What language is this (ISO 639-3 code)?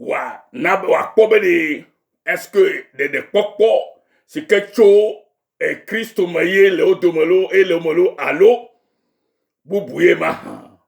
ewe